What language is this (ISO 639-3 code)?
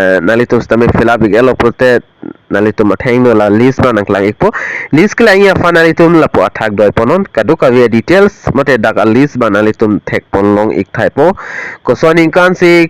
mjw